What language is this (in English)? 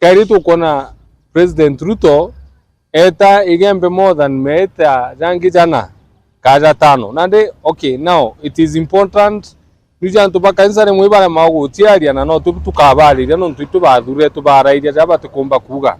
Meru